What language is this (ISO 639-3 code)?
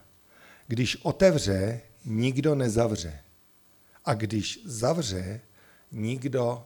ces